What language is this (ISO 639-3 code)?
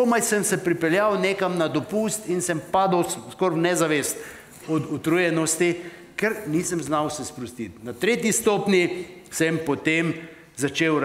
slv